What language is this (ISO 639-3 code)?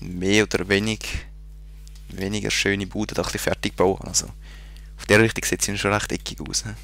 gsw